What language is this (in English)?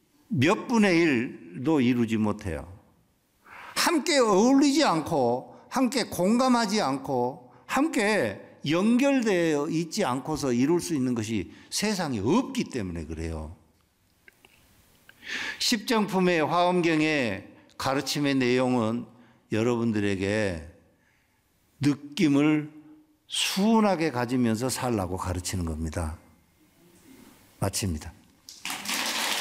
Korean